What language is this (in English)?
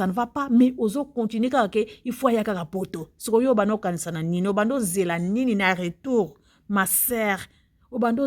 Lingala